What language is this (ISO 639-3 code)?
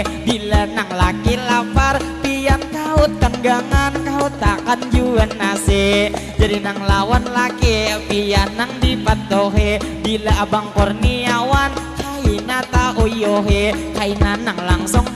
bjn